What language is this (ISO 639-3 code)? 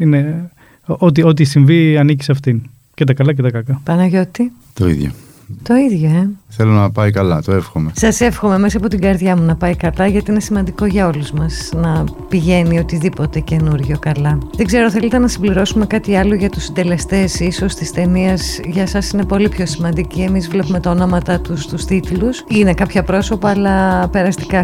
ell